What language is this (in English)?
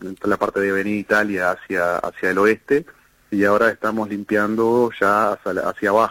Spanish